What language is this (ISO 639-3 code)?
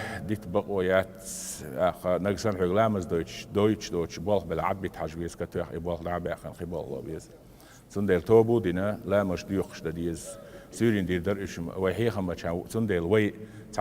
che